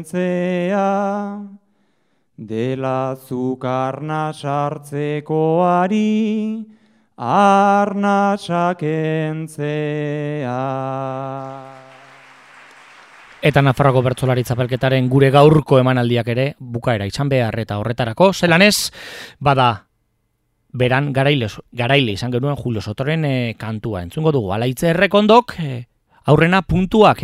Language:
Basque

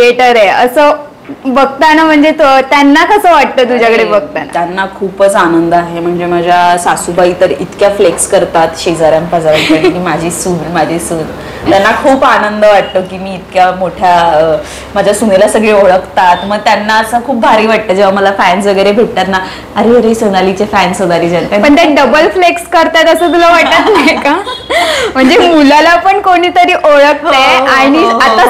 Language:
Marathi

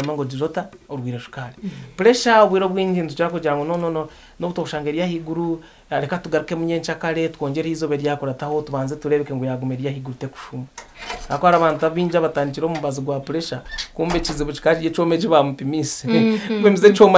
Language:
Nyankole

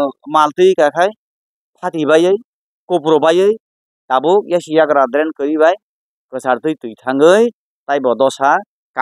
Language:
Kok Borok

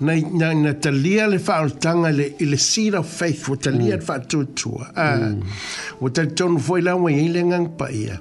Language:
Samoan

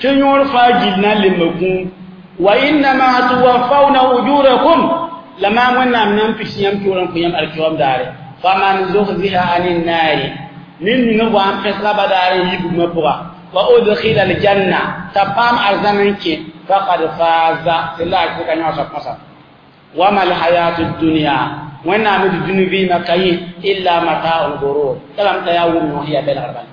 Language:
Mossi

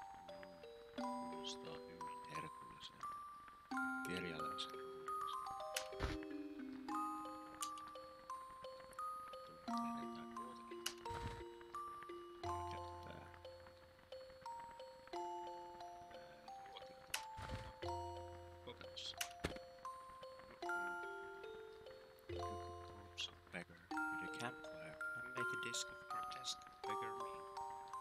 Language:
Finnish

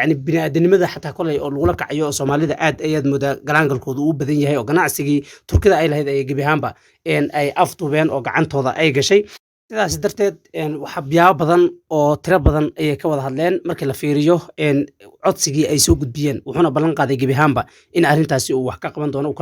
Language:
Somali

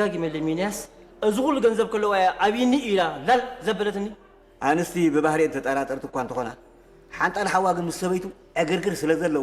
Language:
Tigrinya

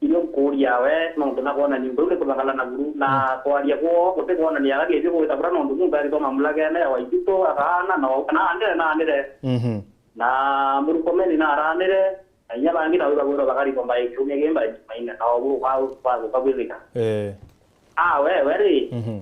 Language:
Meru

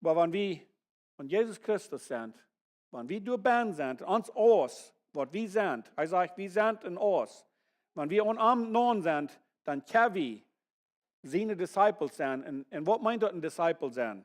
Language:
Plautdietsch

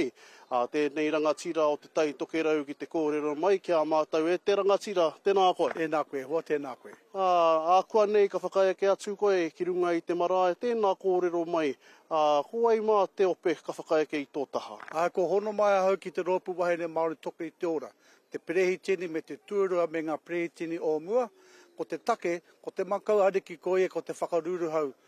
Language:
Māori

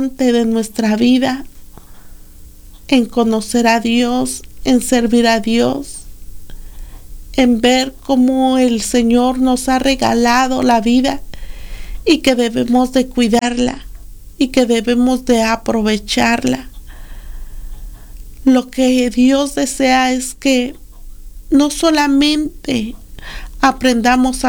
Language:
Spanish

